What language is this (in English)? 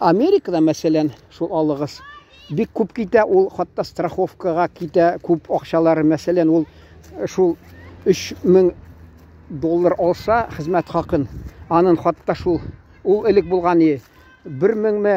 Tatar